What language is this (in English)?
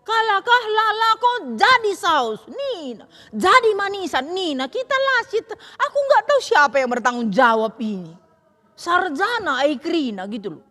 Batak Karo